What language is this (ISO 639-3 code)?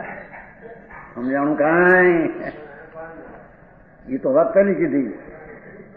guj